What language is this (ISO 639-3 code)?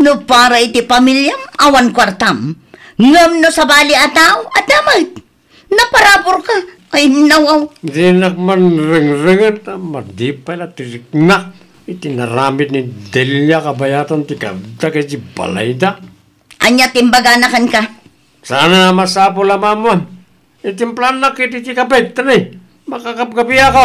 ilo